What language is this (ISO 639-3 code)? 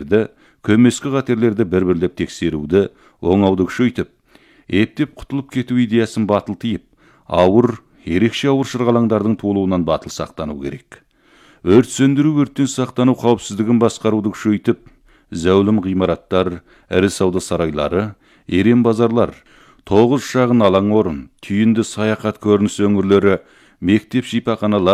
kaz